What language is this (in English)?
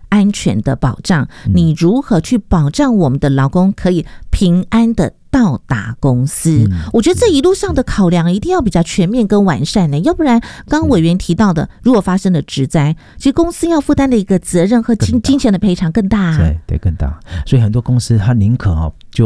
Chinese